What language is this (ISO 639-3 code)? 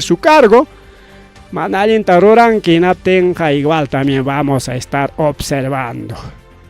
quy